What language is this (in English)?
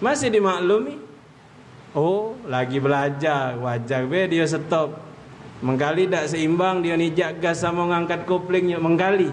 Musi